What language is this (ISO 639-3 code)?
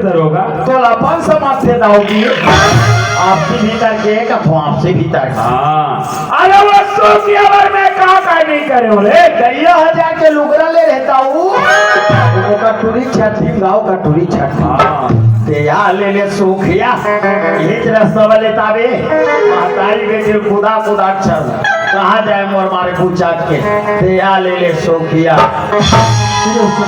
hne